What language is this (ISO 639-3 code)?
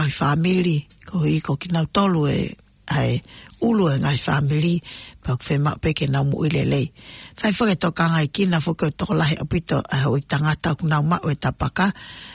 ton